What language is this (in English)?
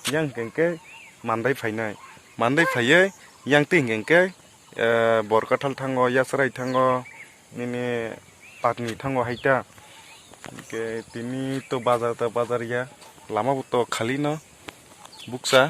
Kok Borok